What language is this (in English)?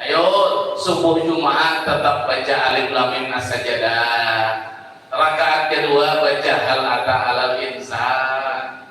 Banjar